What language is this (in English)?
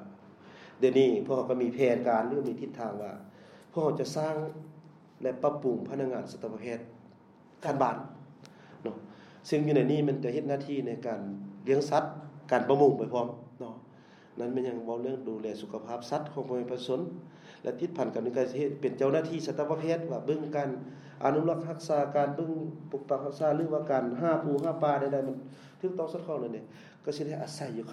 Lao